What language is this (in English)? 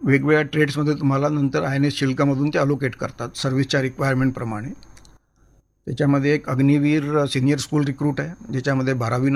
Marathi